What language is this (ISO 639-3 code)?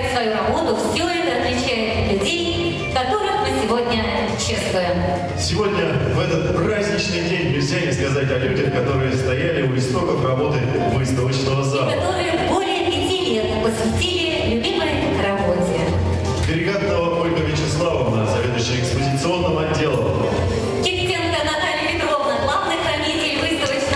rus